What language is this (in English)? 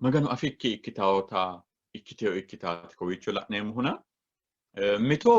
Sidamo